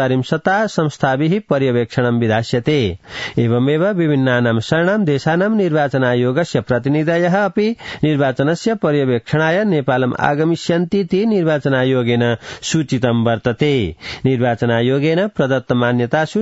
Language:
Sanskrit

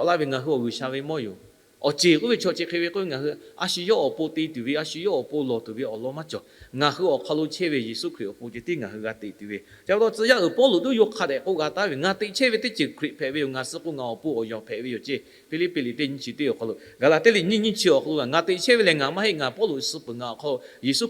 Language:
Lahu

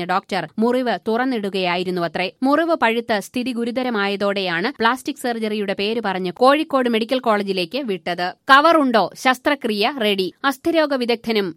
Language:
Malayalam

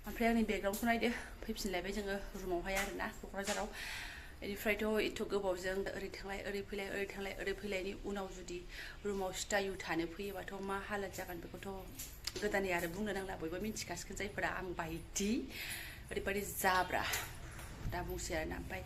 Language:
Bodo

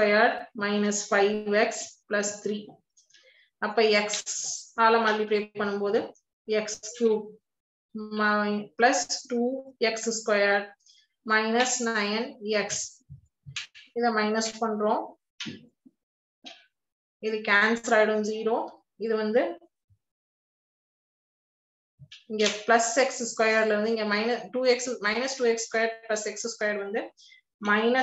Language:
Tamil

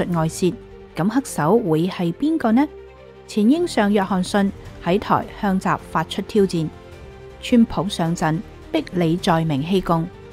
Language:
Cantonese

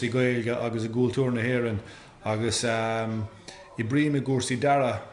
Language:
Irish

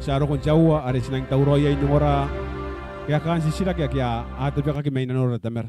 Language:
Gilbertese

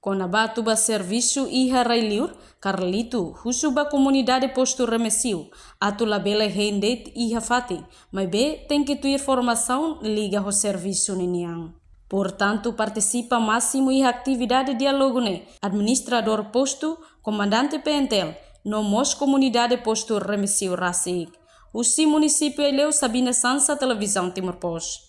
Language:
Tetum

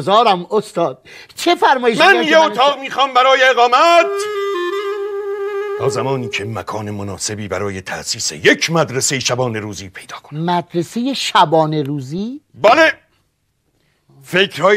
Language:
Persian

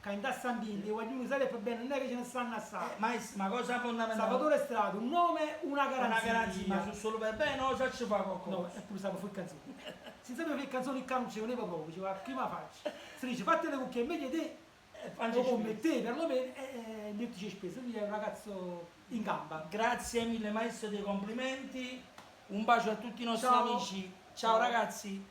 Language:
Neapolitan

